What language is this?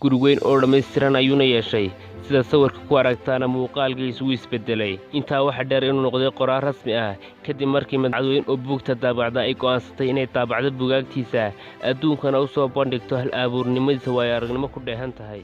Somali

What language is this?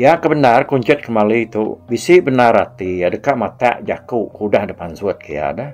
Iban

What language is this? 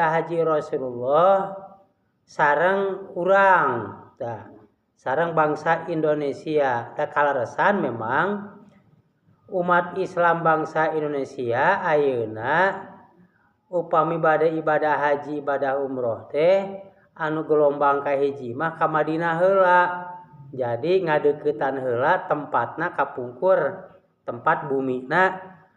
Sundanese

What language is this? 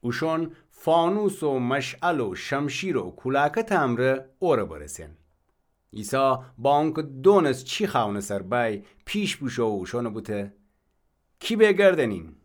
Gilaki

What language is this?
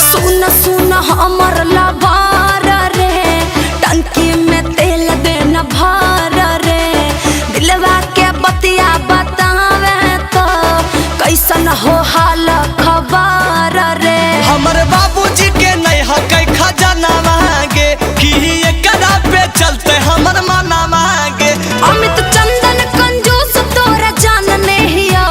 Magahi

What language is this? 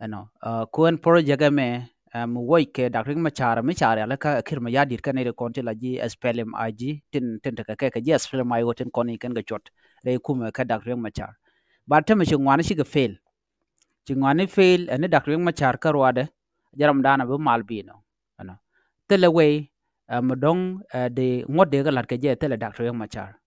Nuer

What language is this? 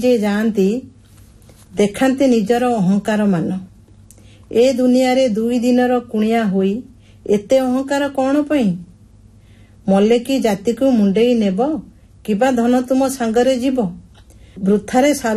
Odia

